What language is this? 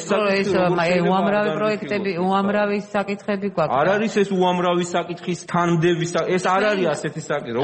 Georgian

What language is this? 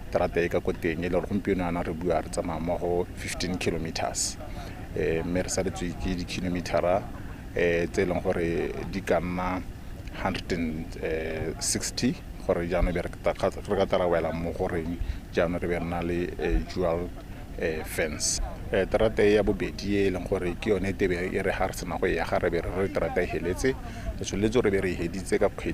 Tswana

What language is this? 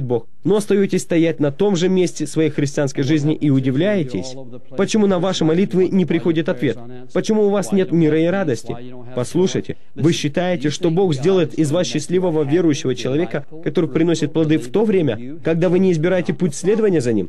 Russian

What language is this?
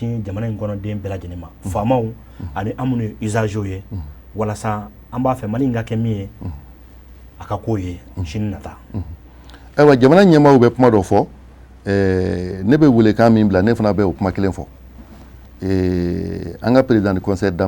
Bambara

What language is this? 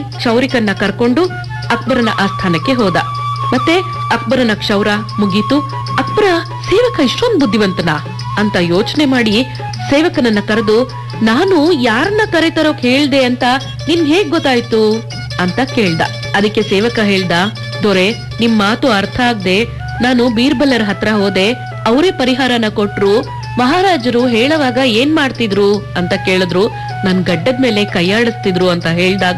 Kannada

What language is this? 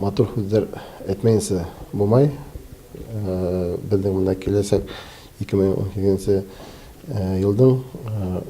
Bashkir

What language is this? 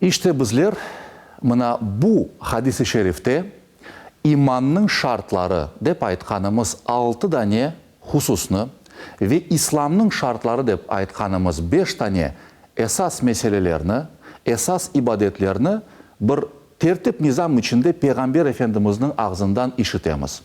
Crimean Tatar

